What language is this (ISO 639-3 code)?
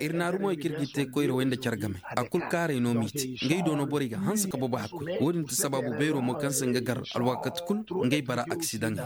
ses